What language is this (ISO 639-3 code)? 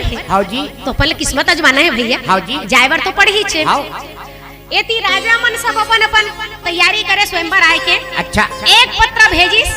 hne